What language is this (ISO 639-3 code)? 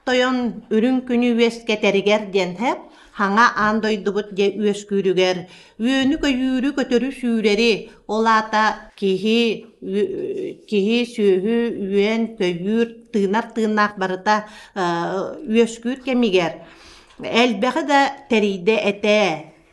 sah